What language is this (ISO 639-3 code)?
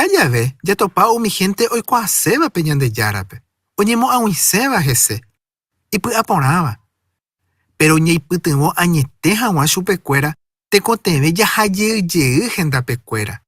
grn